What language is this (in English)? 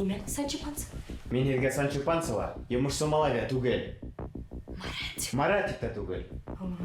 Bashkir